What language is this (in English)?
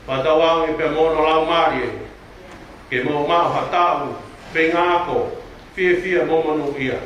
Tongan